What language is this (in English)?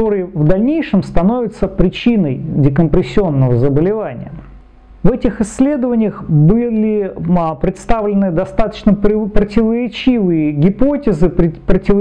Russian